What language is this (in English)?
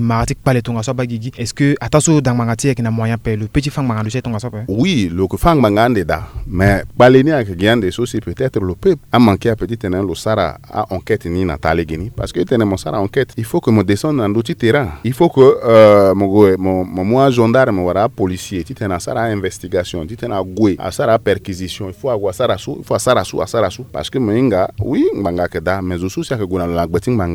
Sango